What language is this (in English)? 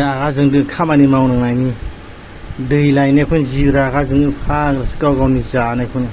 Bodo